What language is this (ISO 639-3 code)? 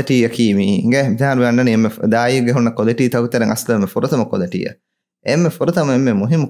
div